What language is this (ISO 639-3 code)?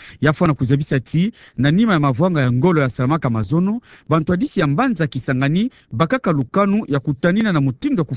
ktu